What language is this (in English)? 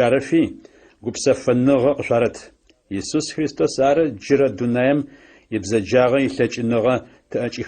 Adyghe